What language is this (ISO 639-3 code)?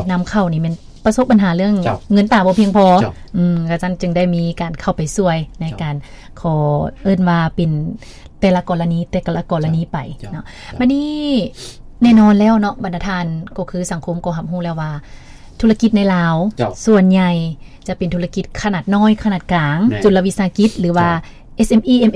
lao